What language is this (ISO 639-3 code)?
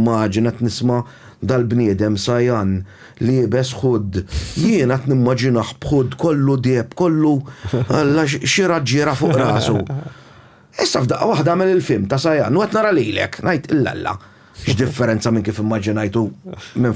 mlt